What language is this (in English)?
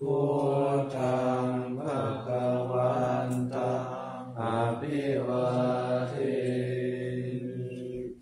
Pali